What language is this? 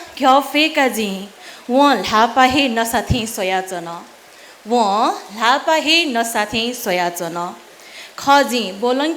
Newari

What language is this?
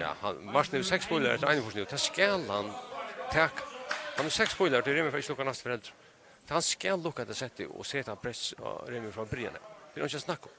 Faroese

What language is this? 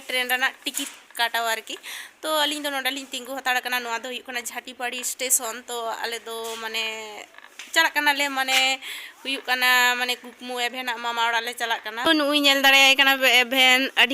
Santali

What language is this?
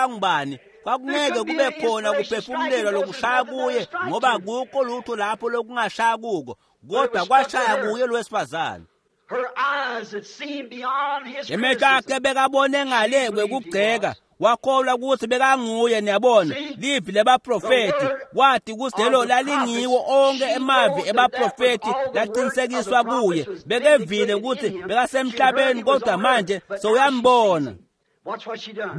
Swati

